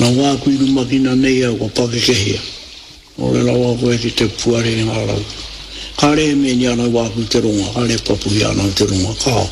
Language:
Māori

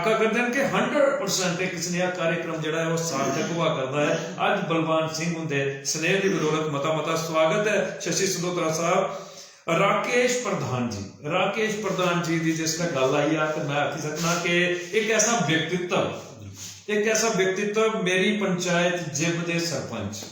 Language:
Dogri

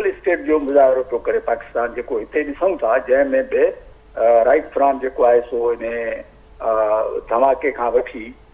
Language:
Sindhi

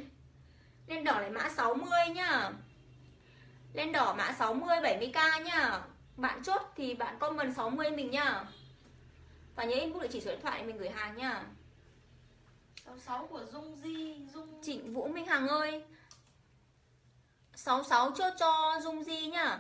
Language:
Vietnamese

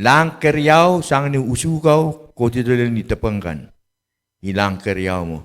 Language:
Pohnpeian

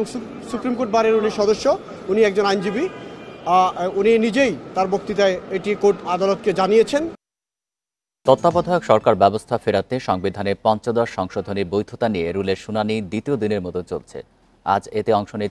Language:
Bangla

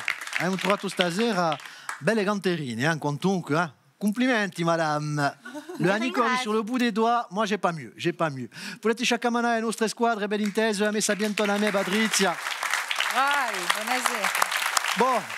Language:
Corsican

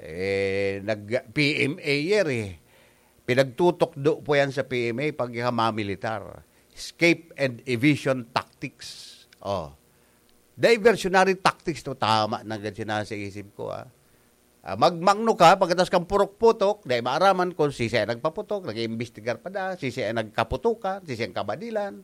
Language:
Bikol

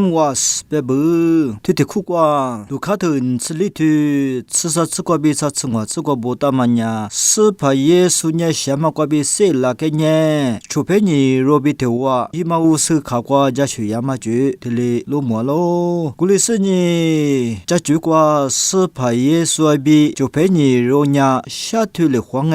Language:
Lisu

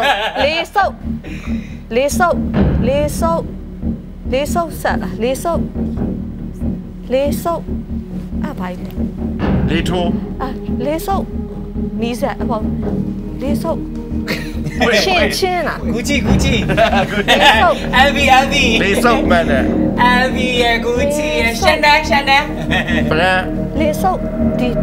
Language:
Burmese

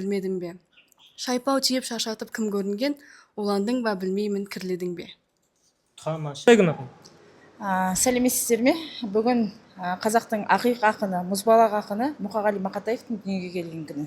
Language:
Kazakh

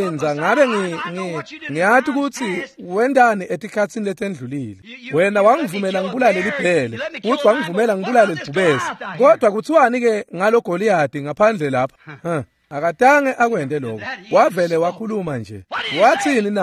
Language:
Swati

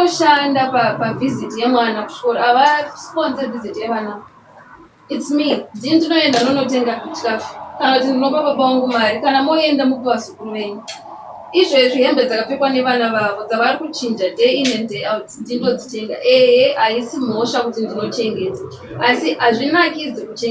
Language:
Shona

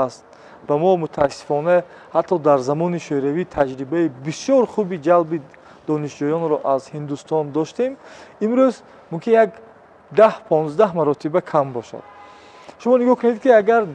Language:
Tajik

